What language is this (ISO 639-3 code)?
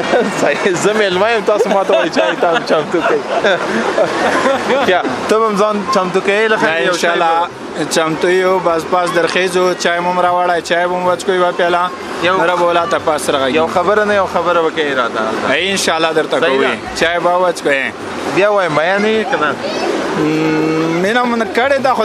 pus